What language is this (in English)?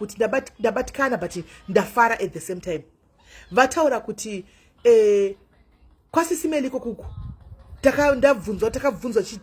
Shona